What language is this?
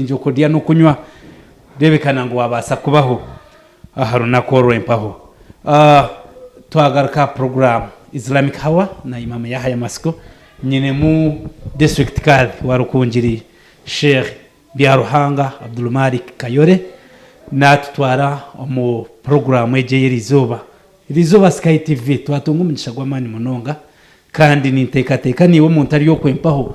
Nyankole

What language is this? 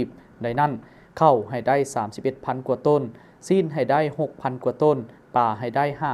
Lao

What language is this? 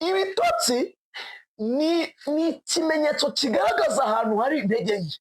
Kinyarwanda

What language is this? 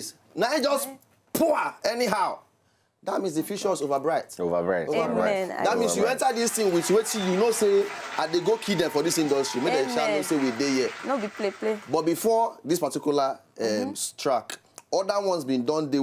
Nigerian Pidgin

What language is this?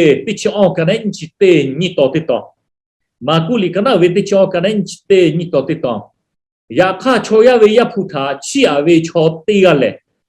Lahu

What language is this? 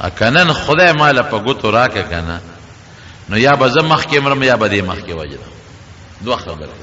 Pashto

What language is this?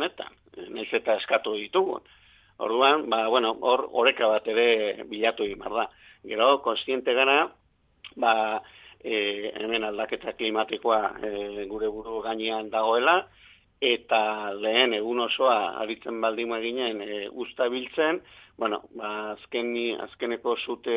Basque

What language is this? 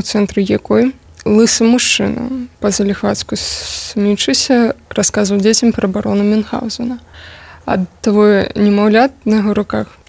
Belarusian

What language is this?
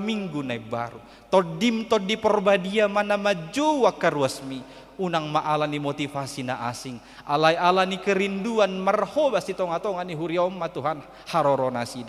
Batak Toba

